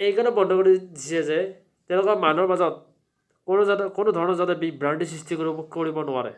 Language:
Assamese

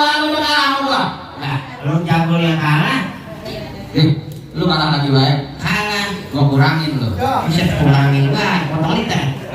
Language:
Betawi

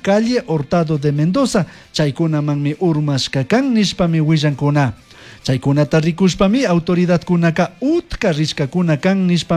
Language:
Chimborazo Highland Quichua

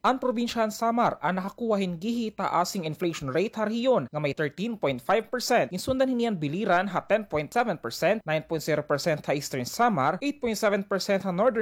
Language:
Waray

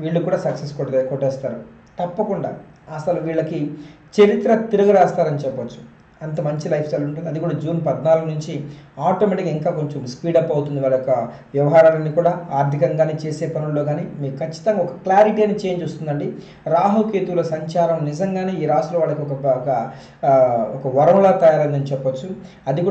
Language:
Telugu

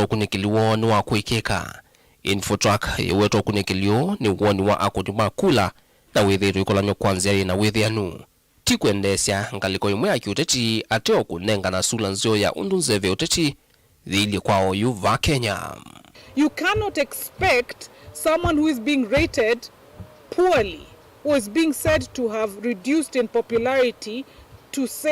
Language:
Kamba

